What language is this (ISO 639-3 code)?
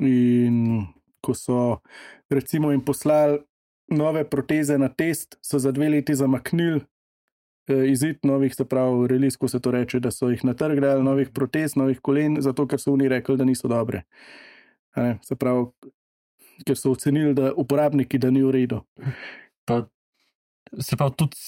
slv